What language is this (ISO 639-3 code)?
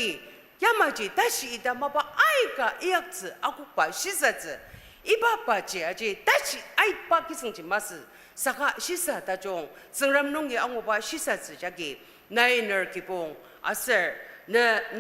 njo